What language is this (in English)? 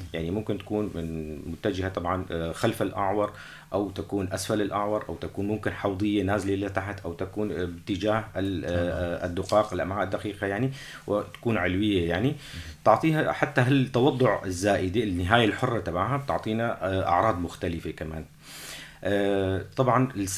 North Levantine Arabic